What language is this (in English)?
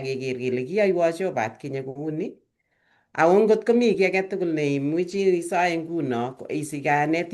Kalenjin